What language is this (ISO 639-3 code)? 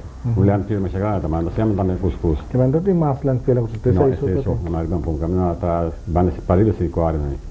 pap